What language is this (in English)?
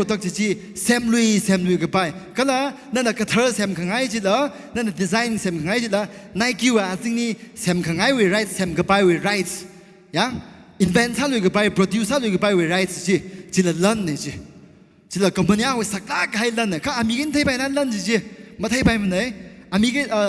Tangkhul Naga (India)